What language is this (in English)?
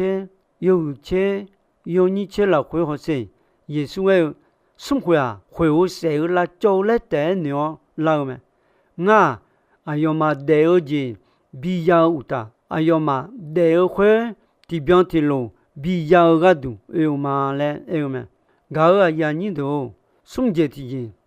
Akha